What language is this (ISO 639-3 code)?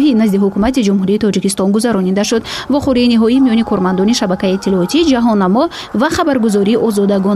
tgk